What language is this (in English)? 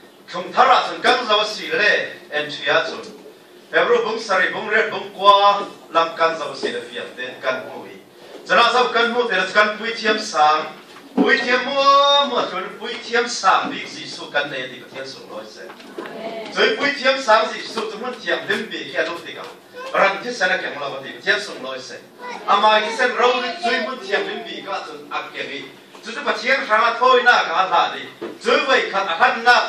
Falam Chin